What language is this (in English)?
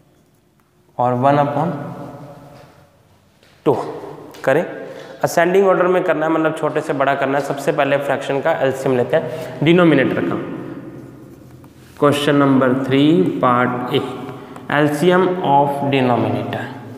Hindi